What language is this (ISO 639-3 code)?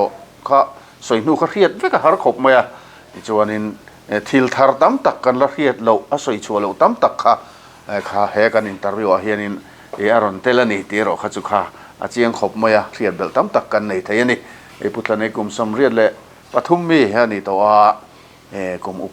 lus